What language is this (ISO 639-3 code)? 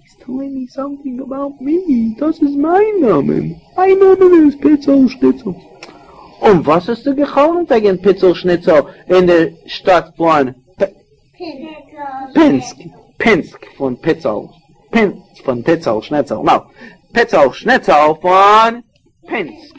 yid